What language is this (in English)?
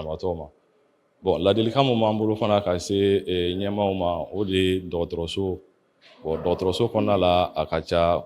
Bambara